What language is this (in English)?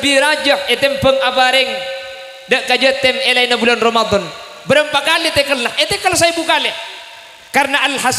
Madurese